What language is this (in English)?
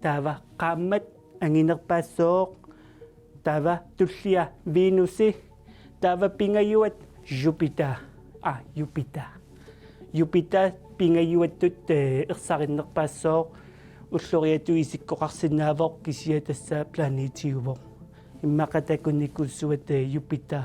Kalaallisut